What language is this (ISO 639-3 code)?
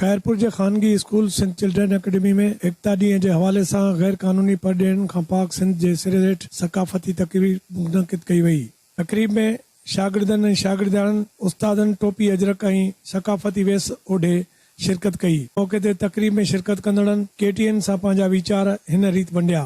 snd